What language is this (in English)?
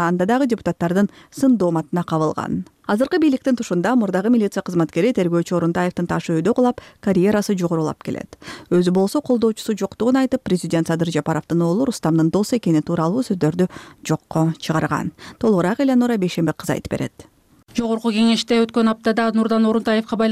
Kyrgyz